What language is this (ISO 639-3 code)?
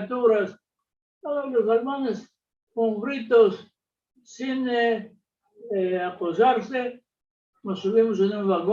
lad